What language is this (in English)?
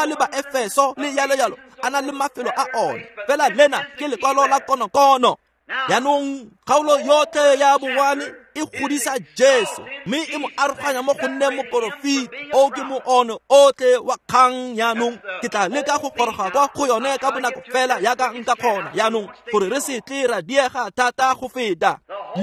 Tswana